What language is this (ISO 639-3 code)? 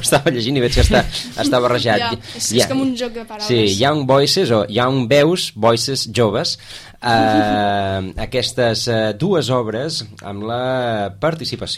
cat